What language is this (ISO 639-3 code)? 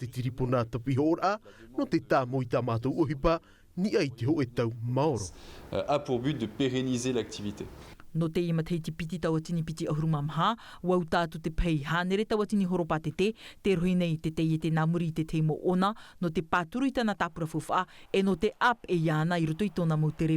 tah